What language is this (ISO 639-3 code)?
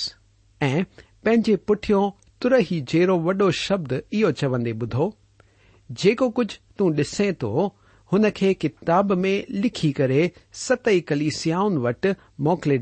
snd